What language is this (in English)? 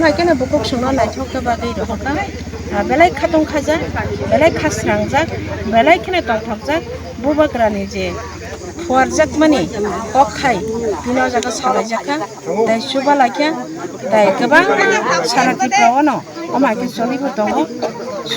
Kok Borok